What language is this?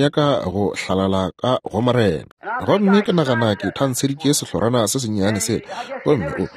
Northern Sotho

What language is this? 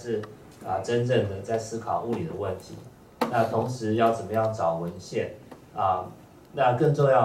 Chinese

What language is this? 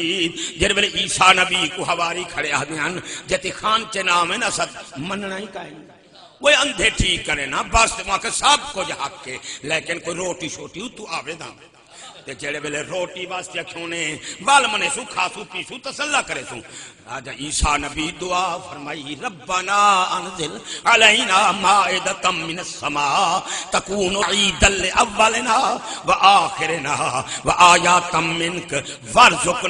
Saraiki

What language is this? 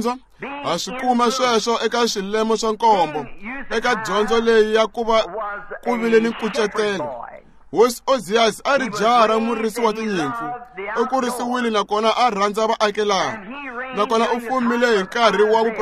Tsonga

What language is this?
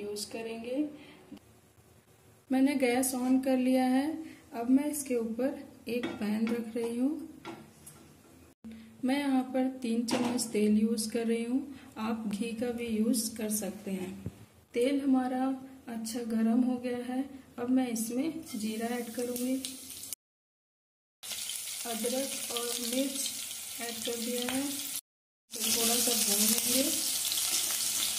Hindi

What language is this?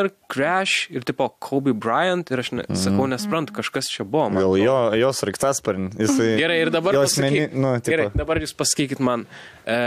Lithuanian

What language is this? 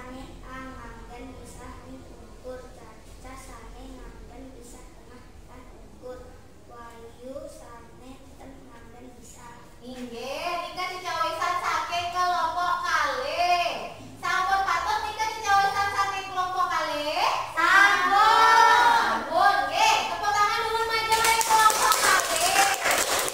Balinese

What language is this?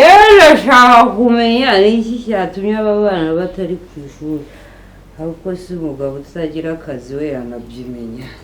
Kinyarwanda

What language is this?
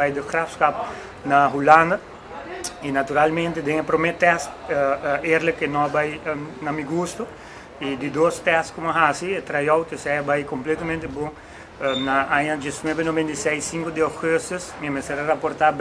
Papiamento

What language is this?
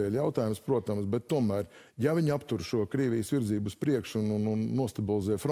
Latvian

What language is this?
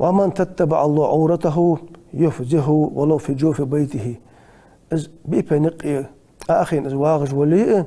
Ingush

